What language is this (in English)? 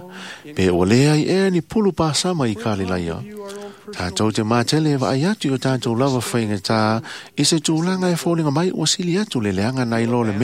Samoan